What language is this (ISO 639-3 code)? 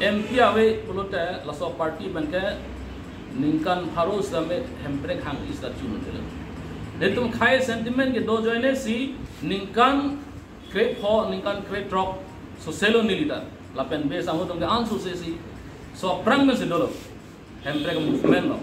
mjw